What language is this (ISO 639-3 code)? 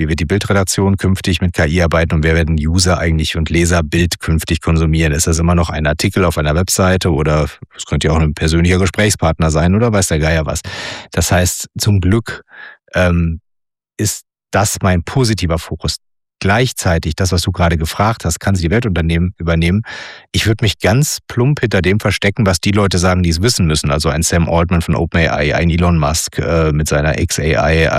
deu